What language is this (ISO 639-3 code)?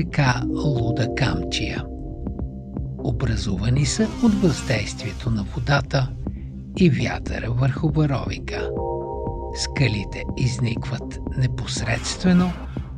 bul